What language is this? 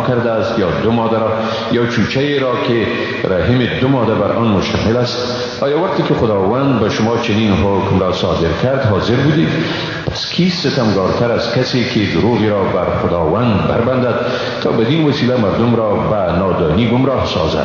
Tajik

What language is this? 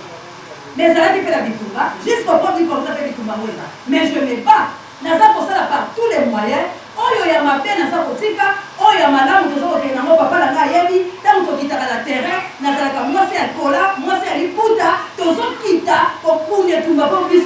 Lingala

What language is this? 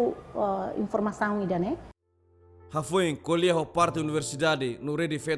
Tetum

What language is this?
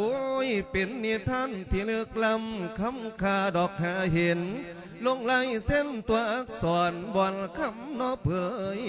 Lao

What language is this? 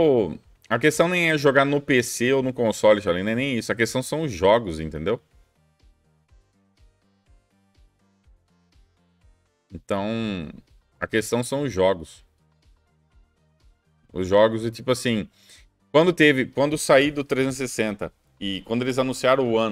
Portuguese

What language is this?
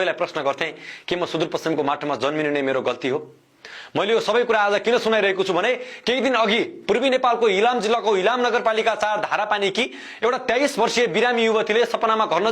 Nepali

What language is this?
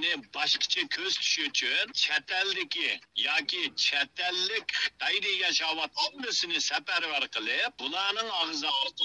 Uyghur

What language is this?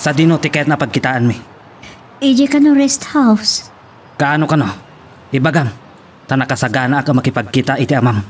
Iloko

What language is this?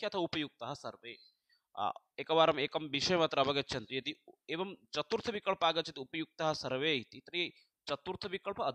Sanskrit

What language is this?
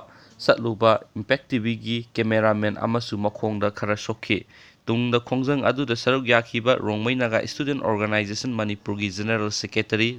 Manipuri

